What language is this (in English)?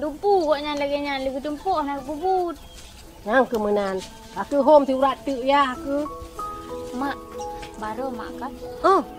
Achinese